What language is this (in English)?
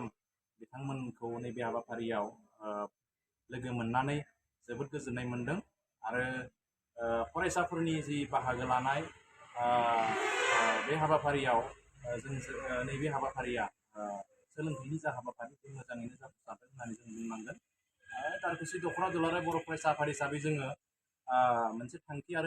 Bodo